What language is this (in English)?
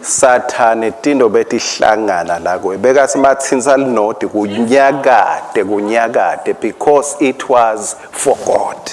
Swati